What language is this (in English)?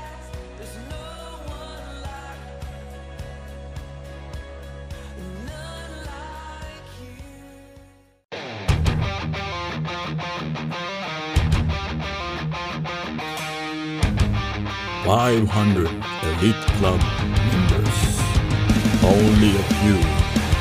Filipino